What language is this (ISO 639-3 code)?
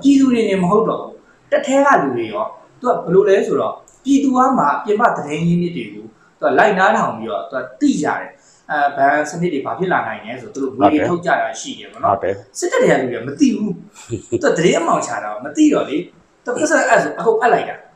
mya